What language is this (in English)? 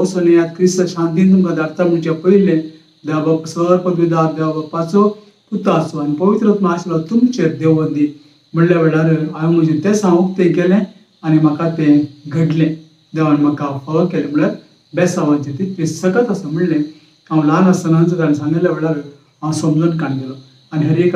Konkani